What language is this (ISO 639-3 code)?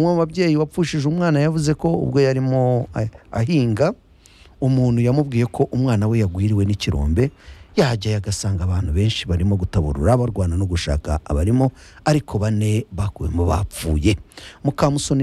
kin